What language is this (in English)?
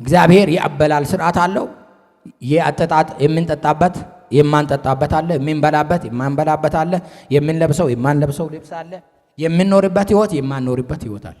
Amharic